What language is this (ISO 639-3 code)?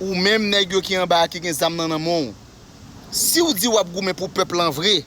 hat